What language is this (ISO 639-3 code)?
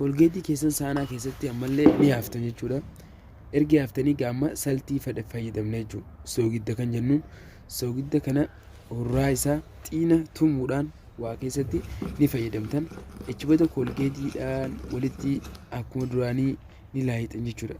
orm